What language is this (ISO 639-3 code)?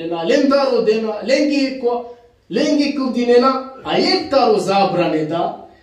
rmn